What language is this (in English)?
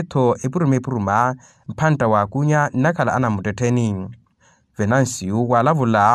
Makhuwa